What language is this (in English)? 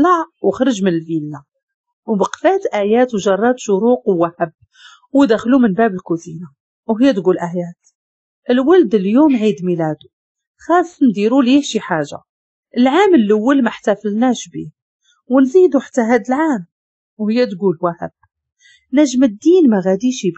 Moroccan Arabic